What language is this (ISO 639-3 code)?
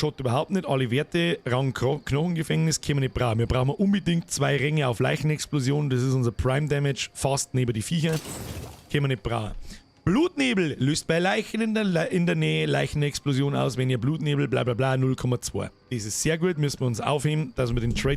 bar